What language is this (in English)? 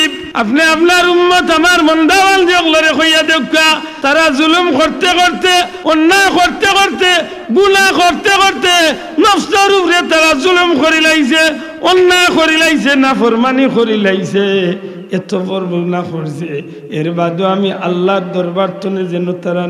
Sylheti